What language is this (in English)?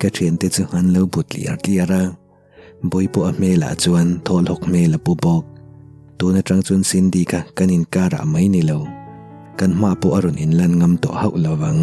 Mizo